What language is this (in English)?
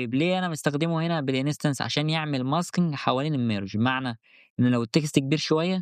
Egyptian Arabic